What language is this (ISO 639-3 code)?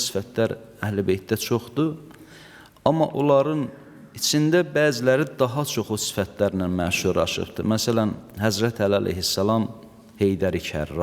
aze